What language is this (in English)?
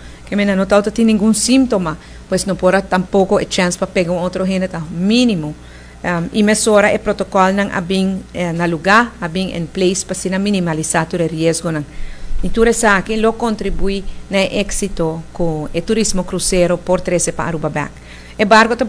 Papiamento